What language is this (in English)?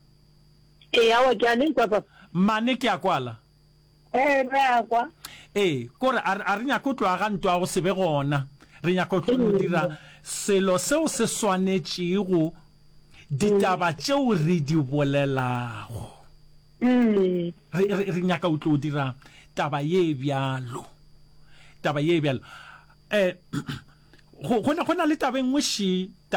Northern Sotho